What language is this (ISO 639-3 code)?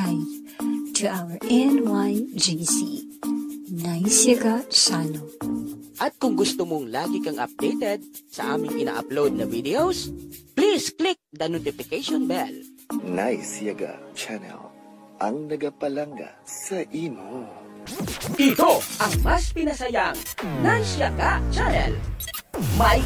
hil